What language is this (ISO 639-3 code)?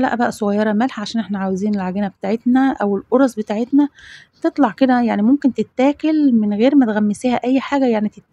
arz